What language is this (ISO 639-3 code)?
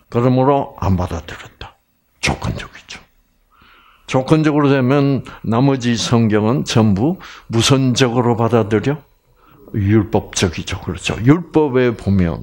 kor